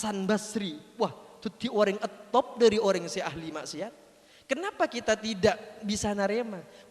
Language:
Madurese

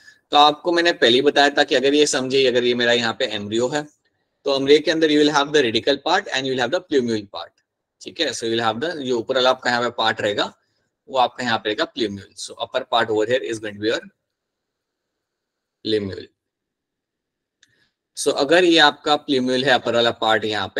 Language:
Hindi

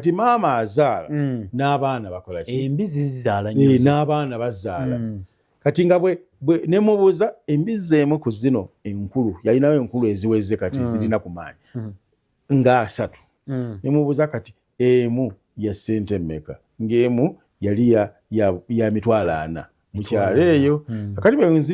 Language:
Ganda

